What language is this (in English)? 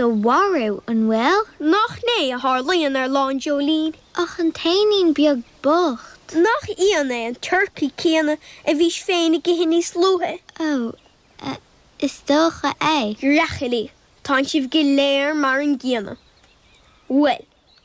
Irish